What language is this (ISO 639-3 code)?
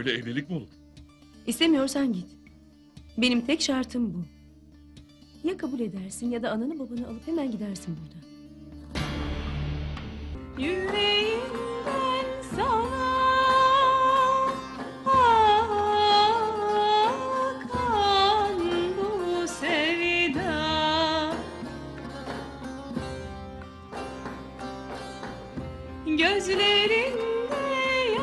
tur